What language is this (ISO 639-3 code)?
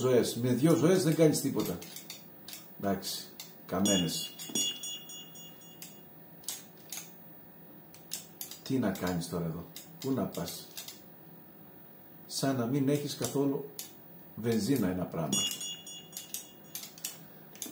ell